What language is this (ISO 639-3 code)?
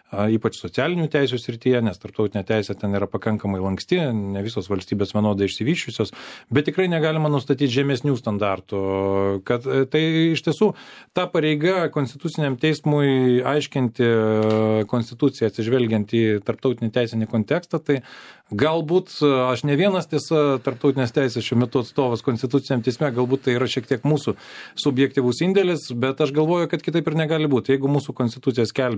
lit